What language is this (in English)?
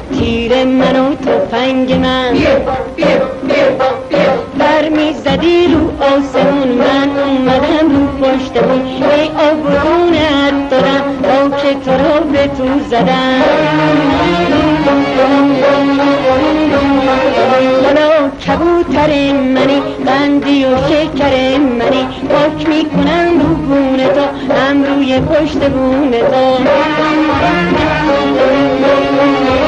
Persian